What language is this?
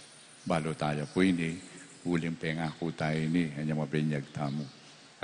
Pampanga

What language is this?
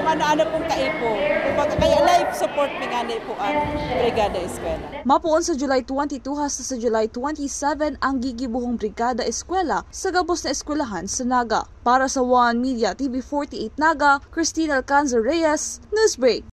Bikol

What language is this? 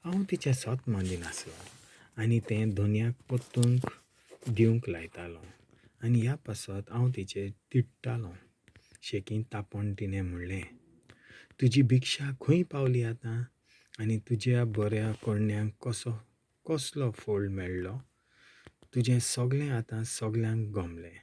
Konkani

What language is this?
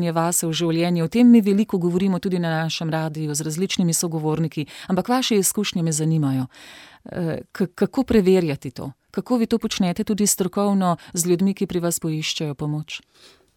Slovenian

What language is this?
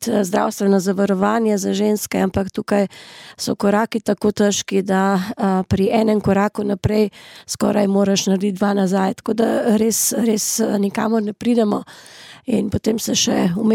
Slovenian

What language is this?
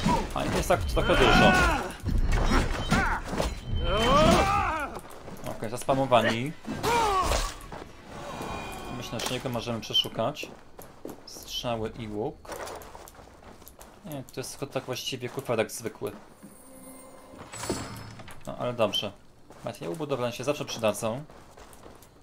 Polish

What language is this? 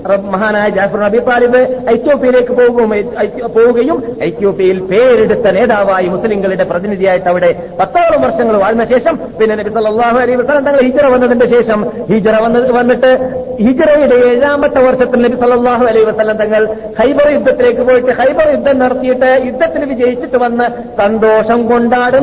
Malayalam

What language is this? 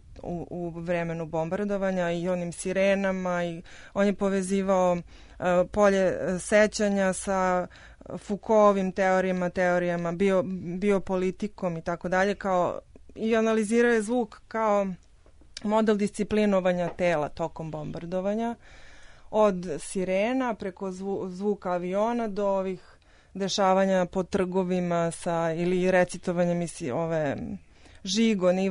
Serbian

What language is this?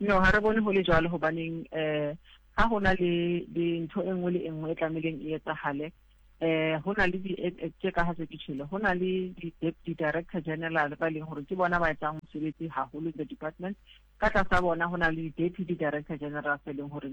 Southern Sotho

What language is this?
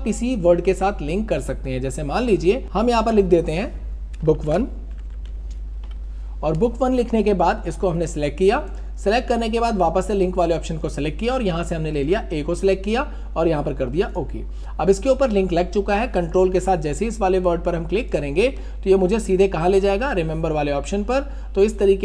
Hindi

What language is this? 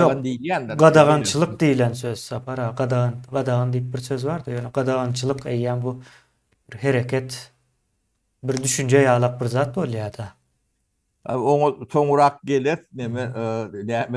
Turkmen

